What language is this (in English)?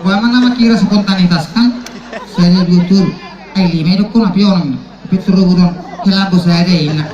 Batak Toba